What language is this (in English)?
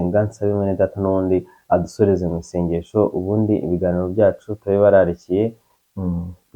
Kinyarwanda